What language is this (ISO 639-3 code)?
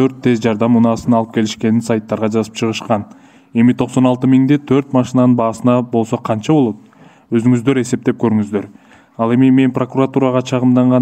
kir